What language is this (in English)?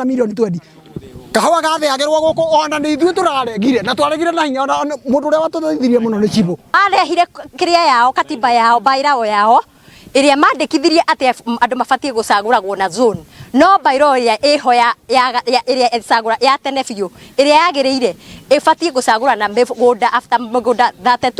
Kikuyu